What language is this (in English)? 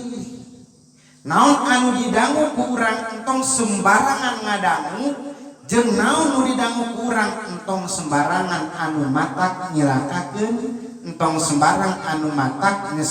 Sundanese